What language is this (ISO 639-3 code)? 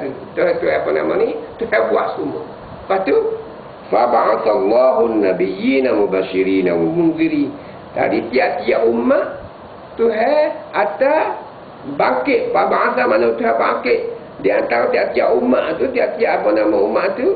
msa